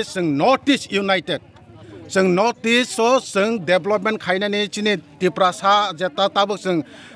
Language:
Kok Borok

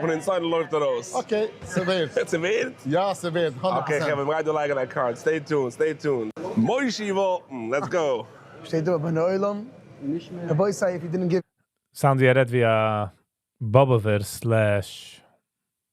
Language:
Yiddish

